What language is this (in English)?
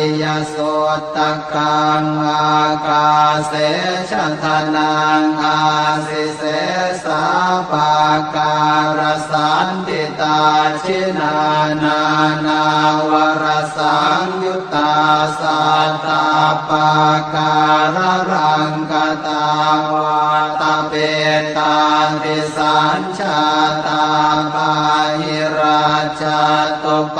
Pali